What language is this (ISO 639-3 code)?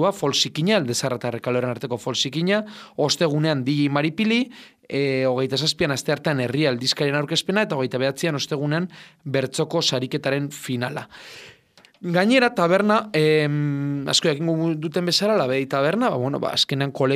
eus